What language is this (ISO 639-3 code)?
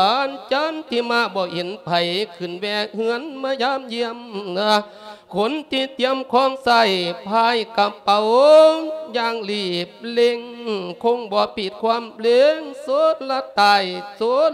lao